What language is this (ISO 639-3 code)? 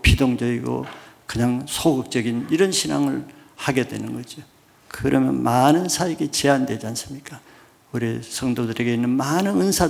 kor